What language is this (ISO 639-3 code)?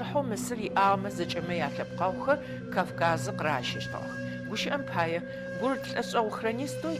ady